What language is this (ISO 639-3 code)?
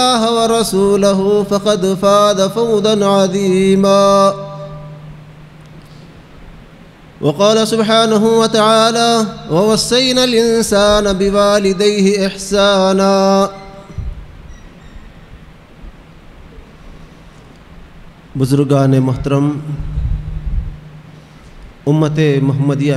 urd